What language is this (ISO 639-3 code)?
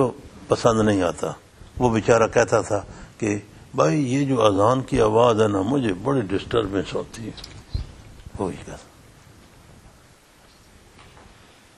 urd